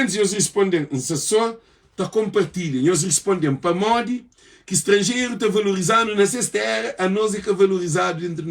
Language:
Kabuverdianu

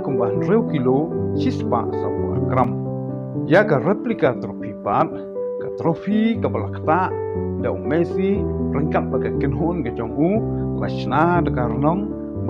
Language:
Khasi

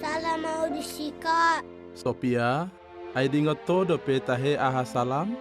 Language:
Batak Toba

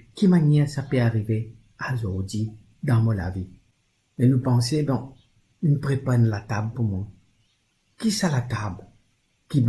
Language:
Morisyen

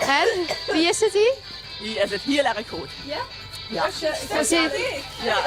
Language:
Limburgish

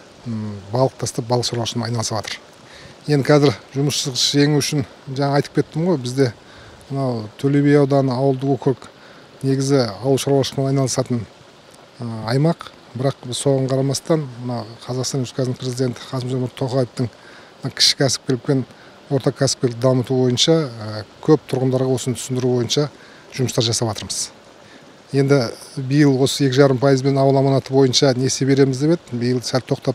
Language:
Kazakh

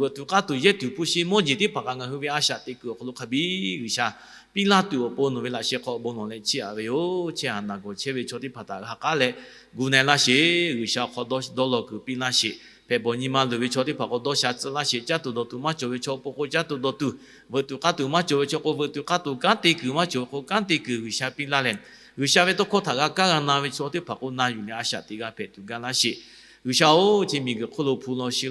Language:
Lahu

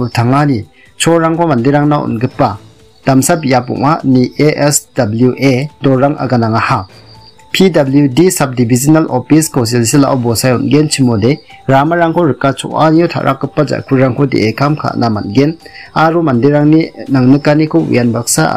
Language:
Garo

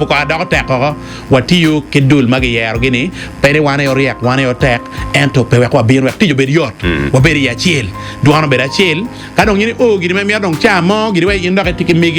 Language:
Acoli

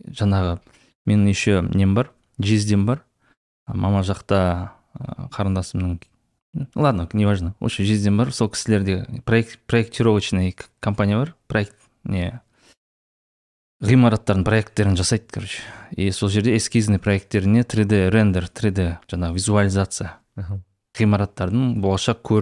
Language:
Kazakh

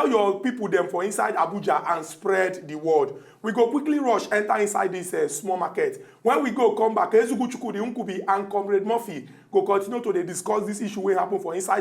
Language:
Nigerian Pidgin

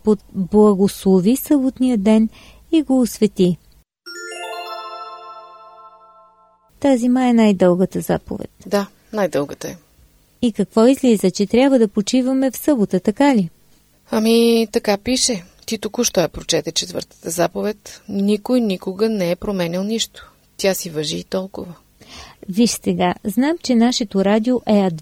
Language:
Bulgarian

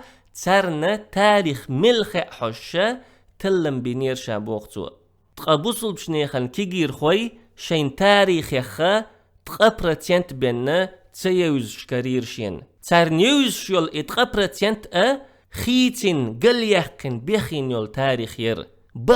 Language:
Chechen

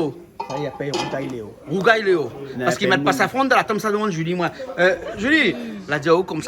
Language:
Réunion Creole French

